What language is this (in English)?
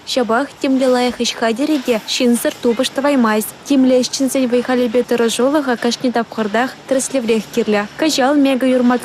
Chuvash